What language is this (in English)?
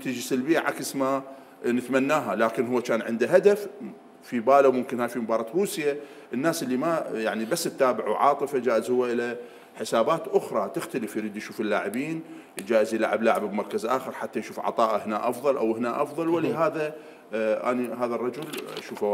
Mesopotamian Arabic